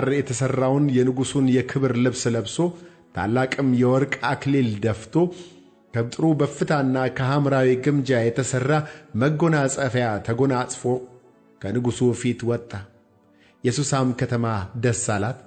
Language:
Amharic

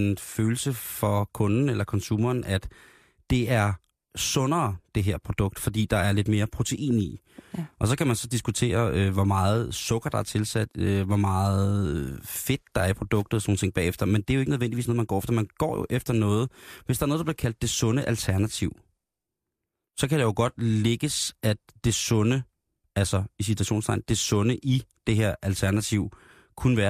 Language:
Danish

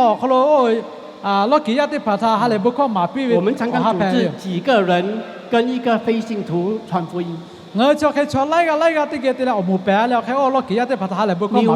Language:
Lahu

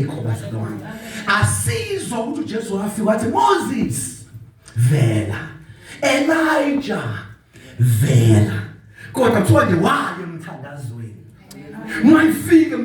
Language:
Zulu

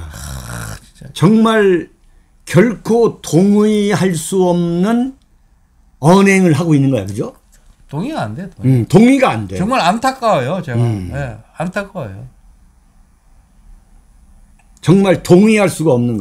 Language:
Korean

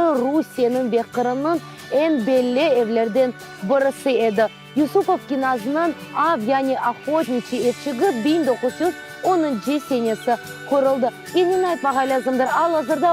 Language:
Crimean Tatar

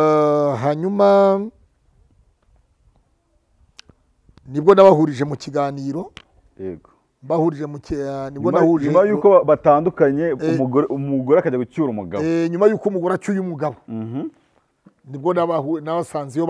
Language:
Kinyarwanda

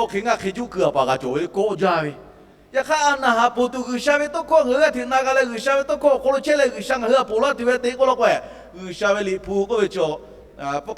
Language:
Lahu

